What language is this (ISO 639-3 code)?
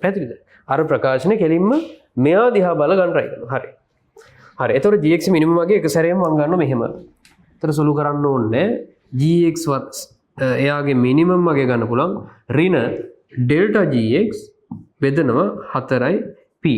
sin